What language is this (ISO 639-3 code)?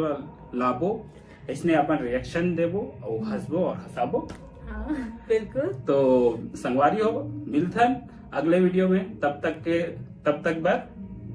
hne